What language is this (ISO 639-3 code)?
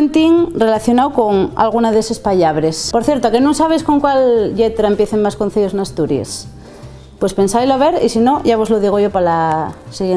ast